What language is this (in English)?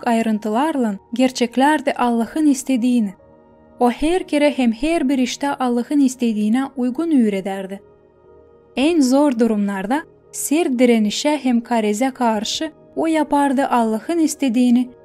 Gagauz